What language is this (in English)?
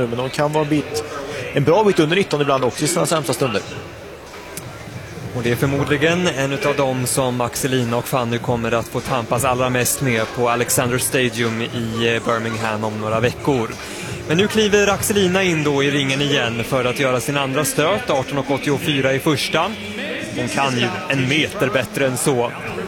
Swedish